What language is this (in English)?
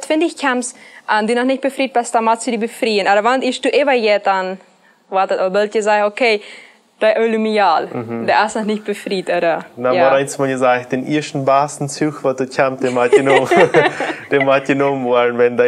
Plautdietsch